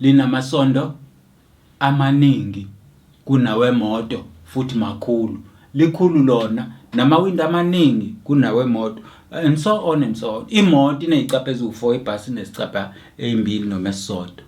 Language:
Zulu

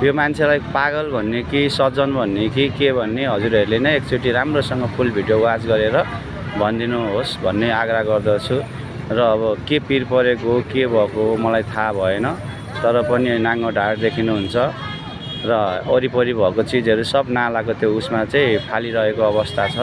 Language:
Nepali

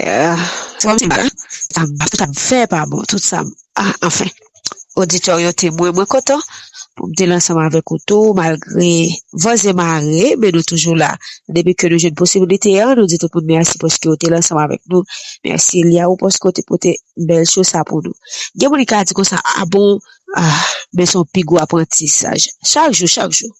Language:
Haitian Creole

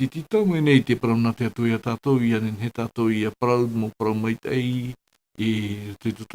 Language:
Tahitian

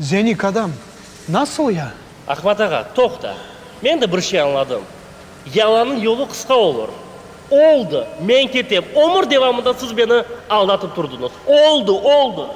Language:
Crimean Tatar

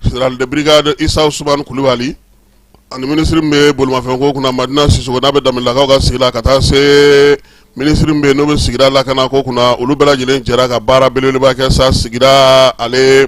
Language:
Bambara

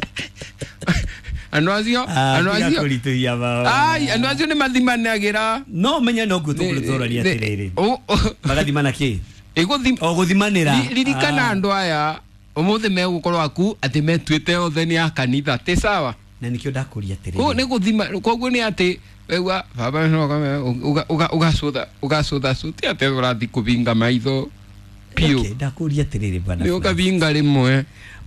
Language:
Kikuyu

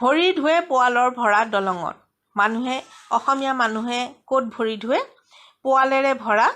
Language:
Assamese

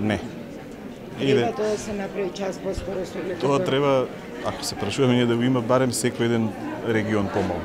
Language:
Macedonian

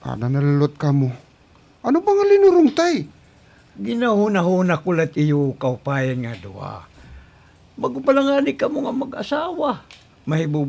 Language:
Waray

